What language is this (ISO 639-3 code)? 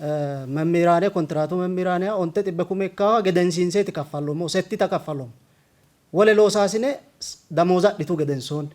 sid